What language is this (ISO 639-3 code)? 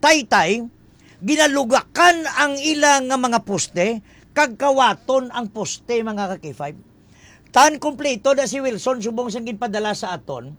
hil